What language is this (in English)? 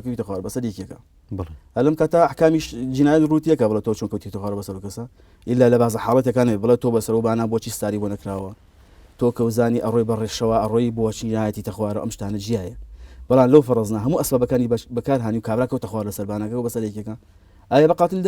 Central Kurdish